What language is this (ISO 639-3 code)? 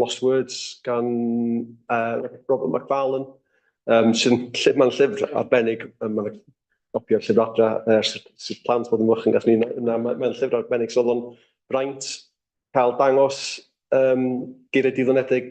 cym